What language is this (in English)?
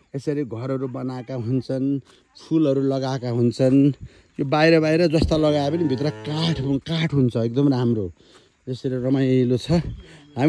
Nepali